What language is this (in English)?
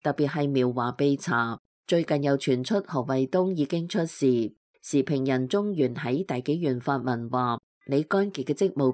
Cantonese